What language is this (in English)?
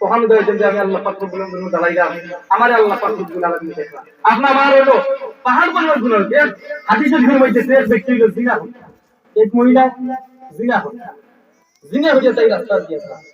Sylheti